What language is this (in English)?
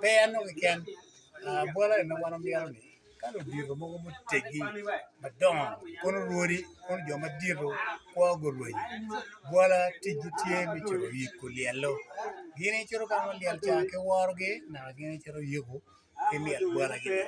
Acoli